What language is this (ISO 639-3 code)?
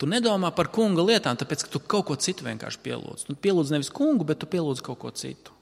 lav